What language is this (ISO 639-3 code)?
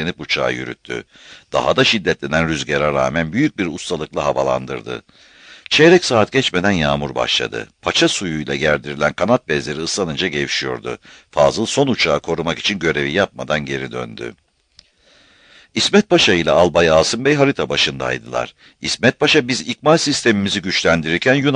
tur